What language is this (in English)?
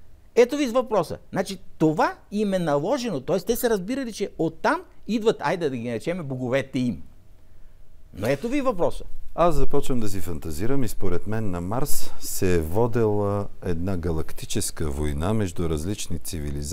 Bulgarian